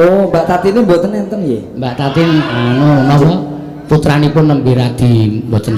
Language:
Javanese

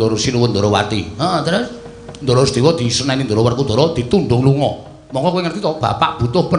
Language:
Javanese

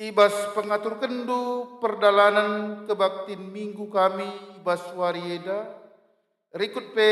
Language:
Batak Karo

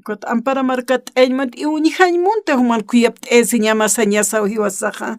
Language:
Aymara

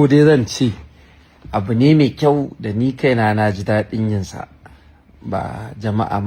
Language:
Hausa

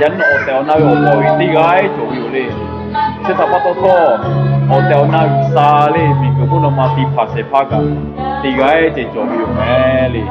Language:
Lahu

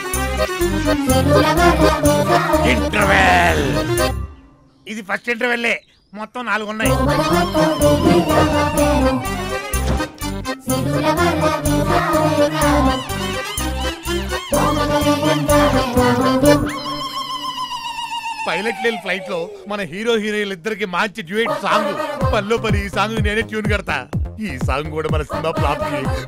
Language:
Telugu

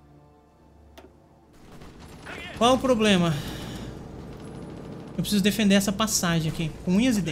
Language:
Portuguese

